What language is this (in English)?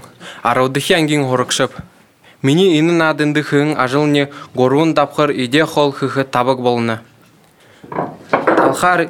Buriat